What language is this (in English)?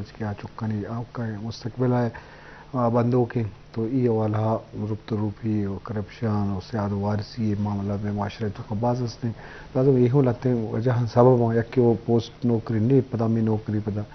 Eastern Balochi